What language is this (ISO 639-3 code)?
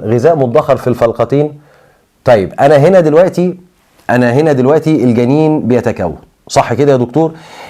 arz